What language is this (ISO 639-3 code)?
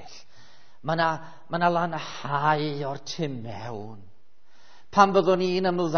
cym